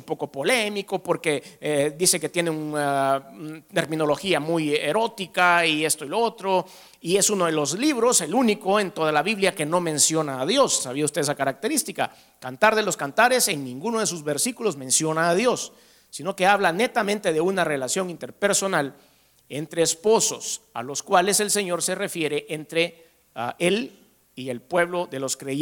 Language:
Spanish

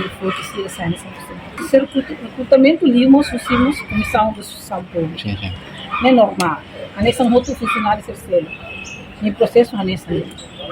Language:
Tetum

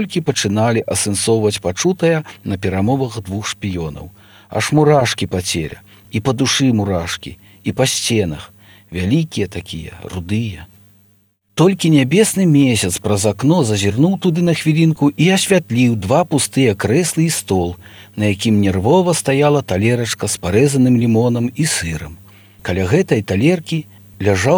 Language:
Belarusian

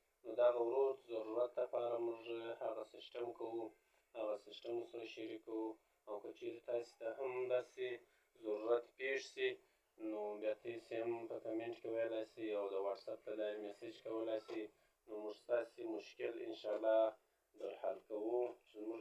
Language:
Pashto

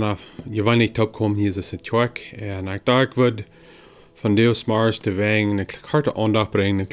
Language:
Plautdietsch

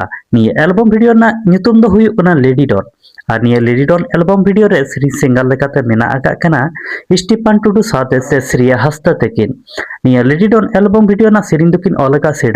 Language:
Santali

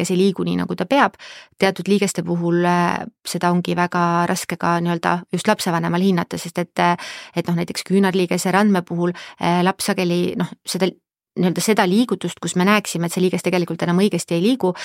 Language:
Estonian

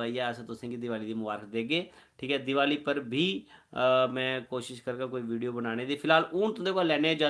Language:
Dogri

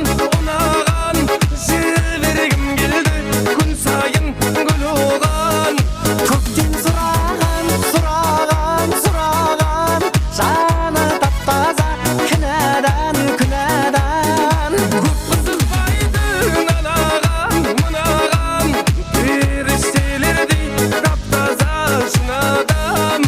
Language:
Kara-Kalpak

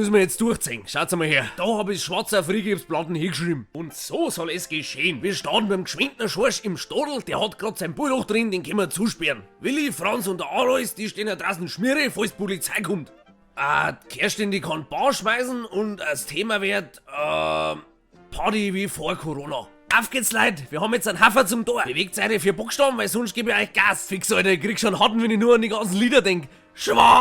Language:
Bavarian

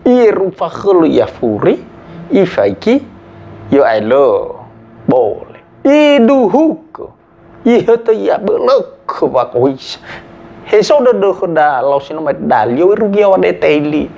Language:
Nias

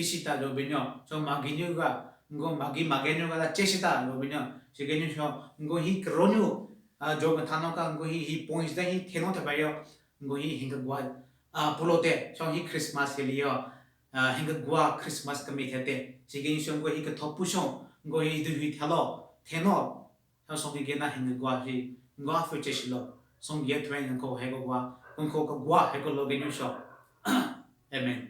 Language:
Southern Rengma Naga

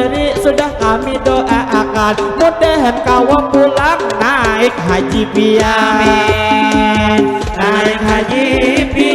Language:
Banjar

